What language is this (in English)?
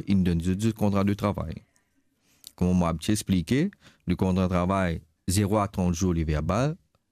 Morisyen